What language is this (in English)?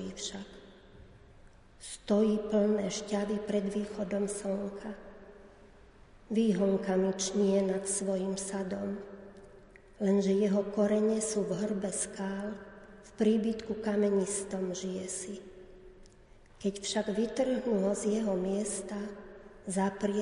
Slovak